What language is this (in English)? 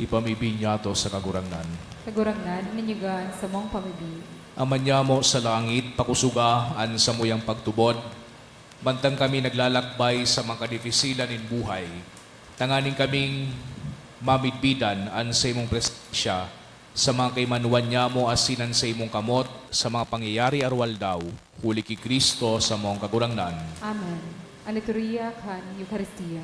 Bikol